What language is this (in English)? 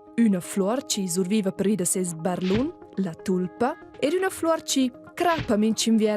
Romansh